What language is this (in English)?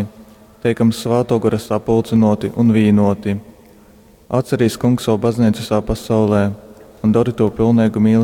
Latgalian